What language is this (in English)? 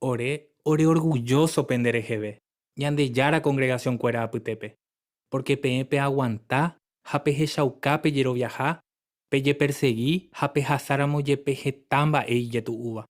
Guarani